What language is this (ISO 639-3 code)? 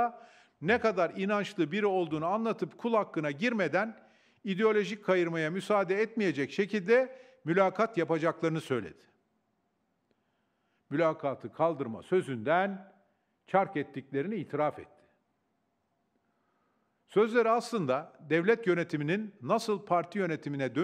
tur